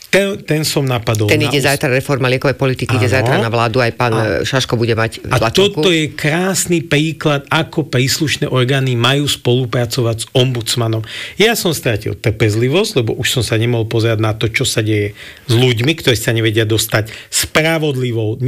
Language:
Slovak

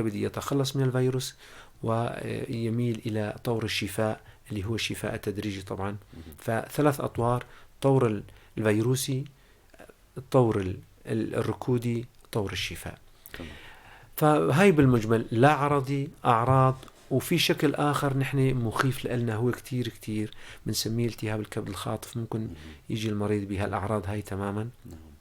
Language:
North Levantine Arabic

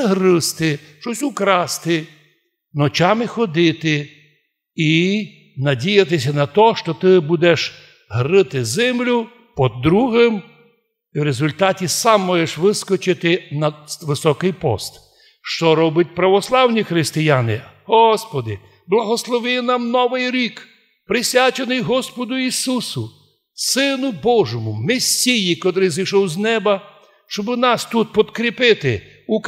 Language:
Rusyn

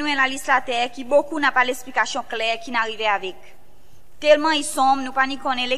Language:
Seselwa Creole French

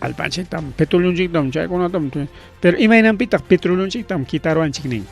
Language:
Ayacucho Quechua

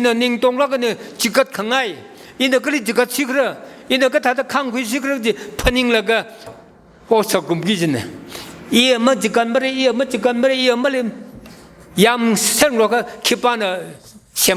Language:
Tangkhul Naga (India)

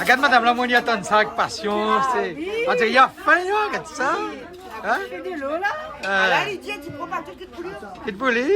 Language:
Réunion Creole French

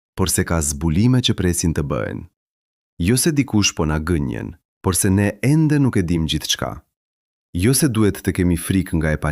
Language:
Albanian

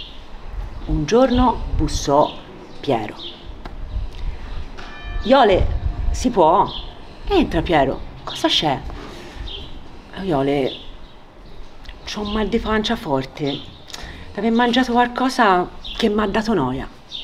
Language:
Italian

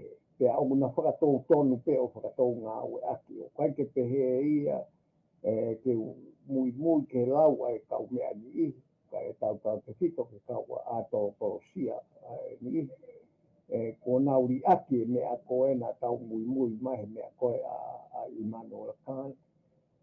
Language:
Tongan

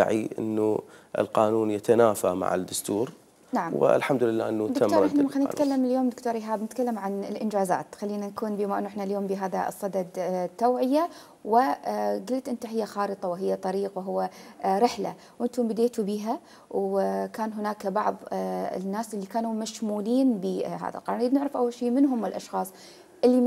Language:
Mesopotamian Arabic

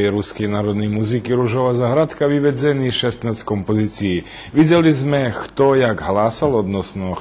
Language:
Rusyn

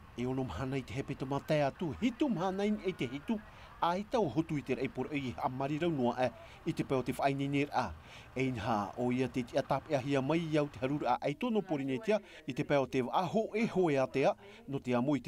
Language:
Tahitian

